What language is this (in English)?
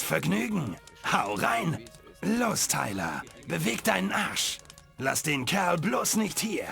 Bavarian